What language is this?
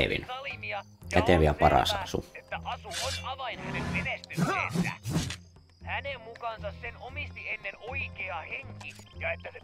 Finnish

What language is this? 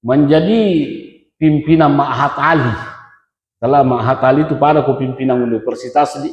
Buginese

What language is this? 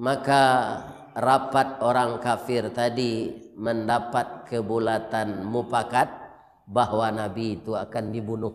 Minangkabau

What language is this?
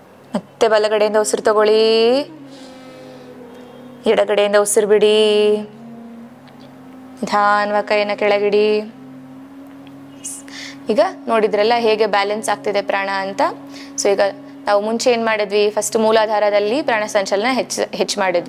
Kannada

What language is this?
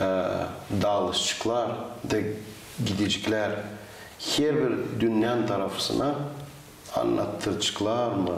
Gagauz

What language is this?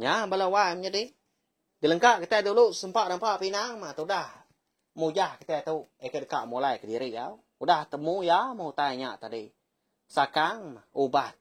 Iban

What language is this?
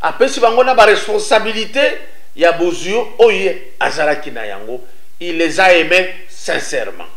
Lingala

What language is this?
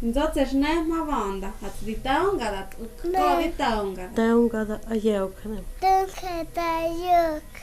Totontepec Mixe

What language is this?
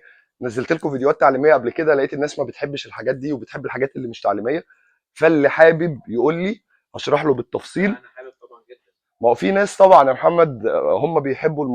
Egyptian Arabic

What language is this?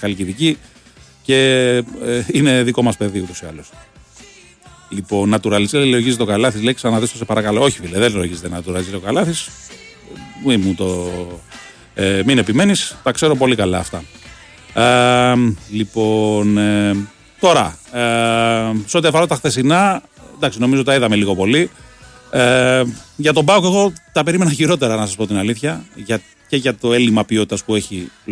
Greek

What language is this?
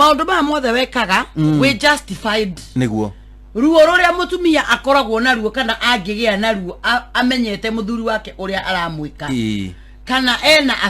Kikuyu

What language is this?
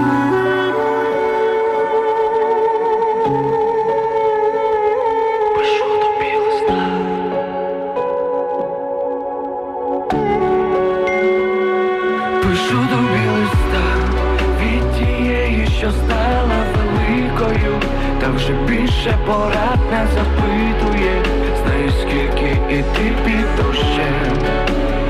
Ukrainian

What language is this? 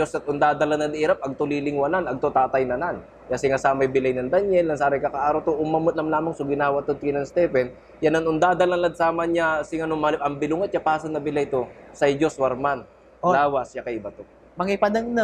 Pangasinan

